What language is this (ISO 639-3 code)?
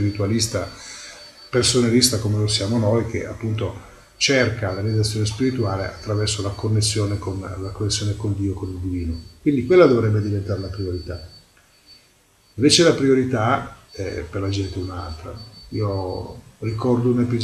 ita